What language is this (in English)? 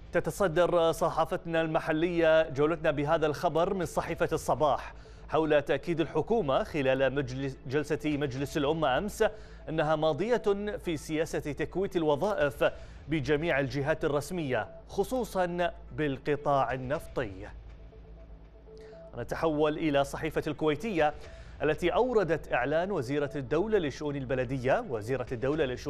Arabic